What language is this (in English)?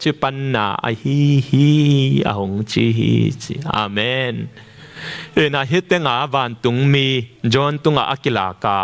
Tedim Chin